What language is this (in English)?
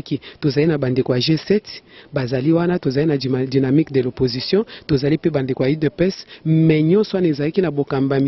Lingala